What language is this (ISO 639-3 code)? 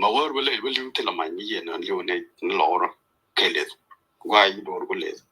nus